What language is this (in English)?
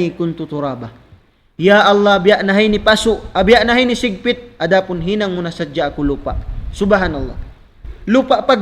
Tausug